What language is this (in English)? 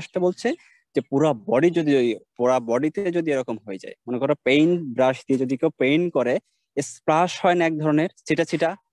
Bangla